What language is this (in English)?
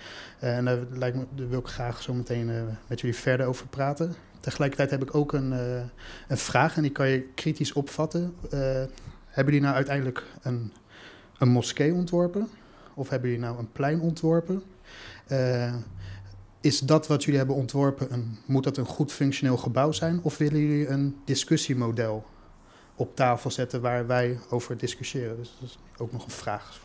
Dutch